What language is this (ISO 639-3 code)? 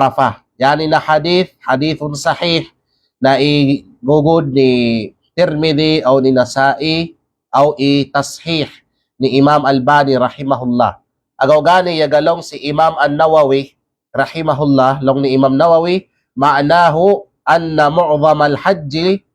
kqe